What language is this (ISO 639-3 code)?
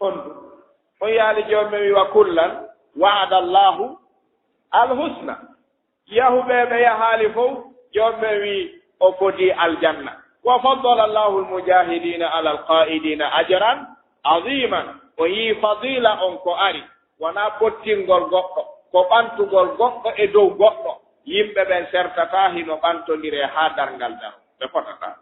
ful